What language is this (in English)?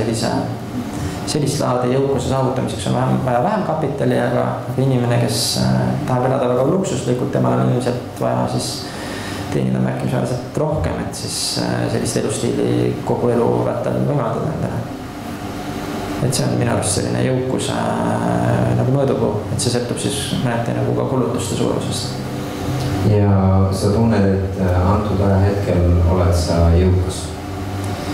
Estonian